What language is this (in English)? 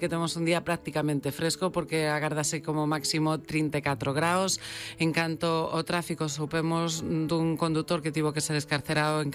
Galician